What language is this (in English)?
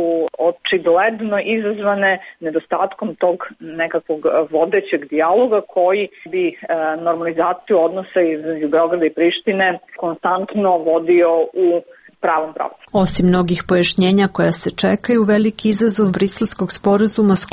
Serbian